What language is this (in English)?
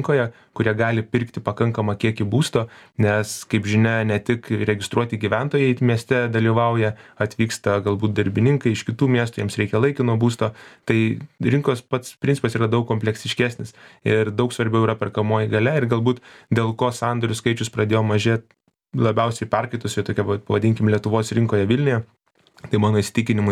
Lithuanian